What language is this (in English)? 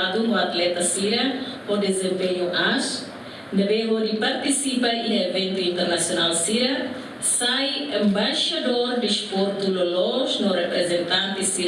Tetum